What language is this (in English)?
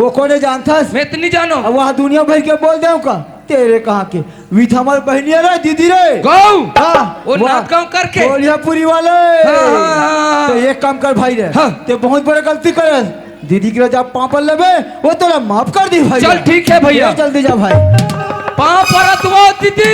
Chhattisgarhi